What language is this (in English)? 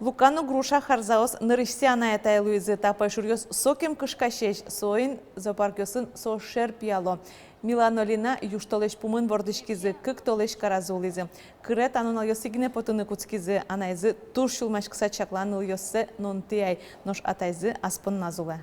Udmurt